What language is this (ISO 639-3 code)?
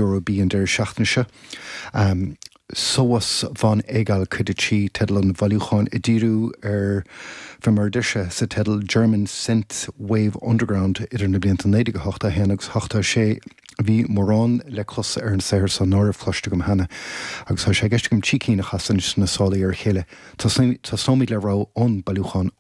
gle